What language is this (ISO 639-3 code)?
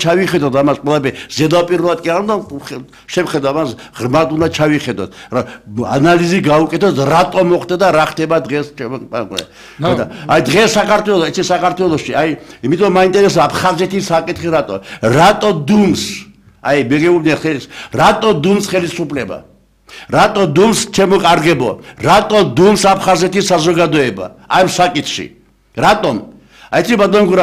kat